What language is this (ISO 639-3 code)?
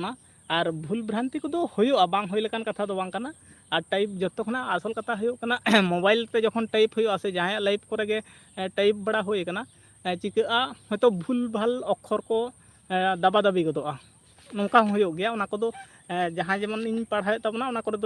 sat